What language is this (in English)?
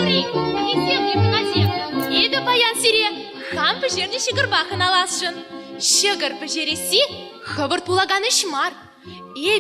Chuvash